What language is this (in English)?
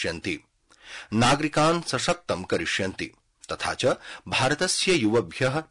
Sanskrit